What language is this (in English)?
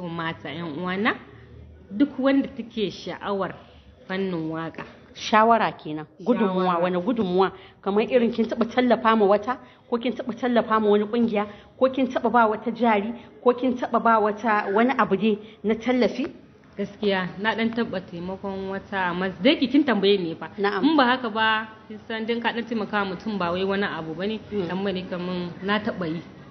Hausa